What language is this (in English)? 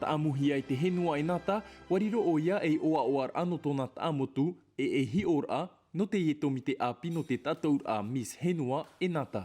Tahitian